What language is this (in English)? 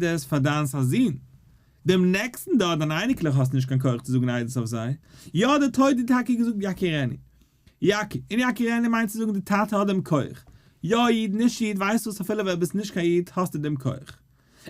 Yiddish